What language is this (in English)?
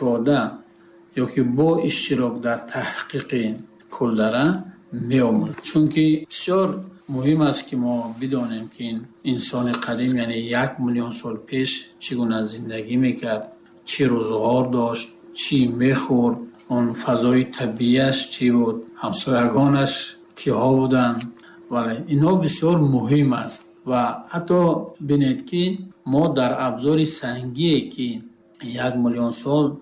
Tajik